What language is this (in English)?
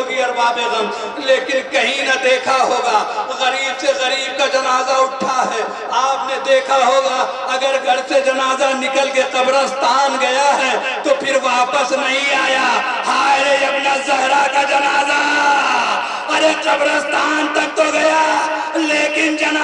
Urdu